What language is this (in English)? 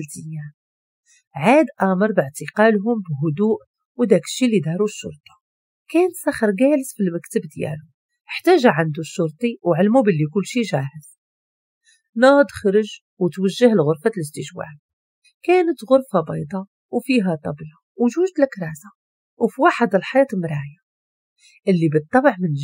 Moroccan Arabic